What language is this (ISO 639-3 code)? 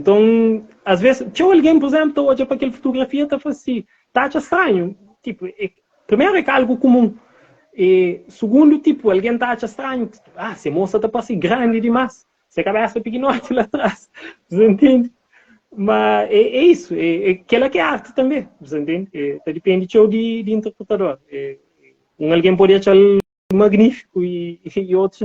kea